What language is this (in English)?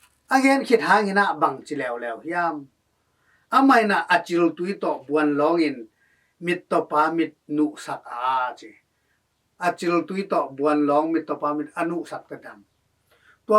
Tedim Chin